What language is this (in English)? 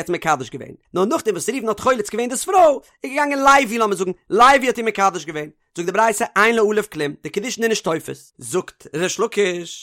Yiddish